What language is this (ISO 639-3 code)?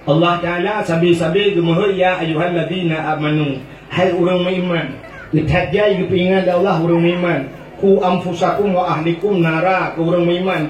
ace